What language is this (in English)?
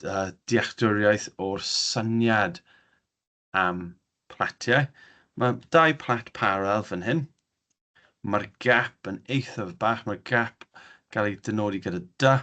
Welsh